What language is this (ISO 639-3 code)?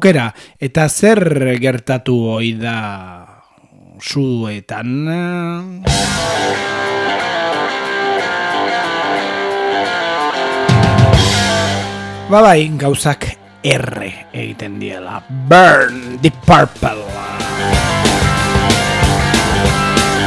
eus